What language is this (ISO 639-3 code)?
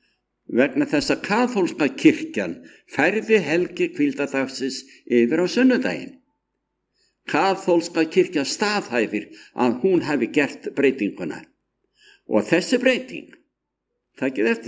isl